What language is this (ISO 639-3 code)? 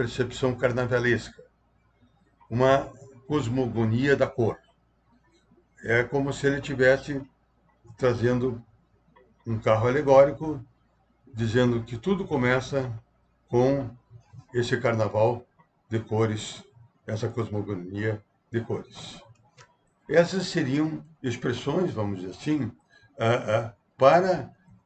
por